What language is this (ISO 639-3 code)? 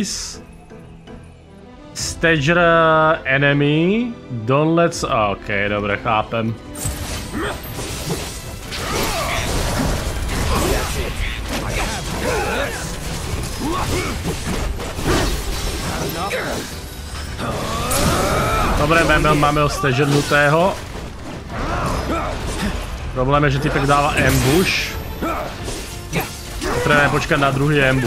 slk